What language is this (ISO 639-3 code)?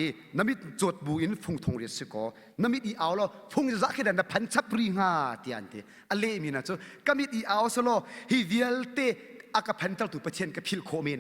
cnh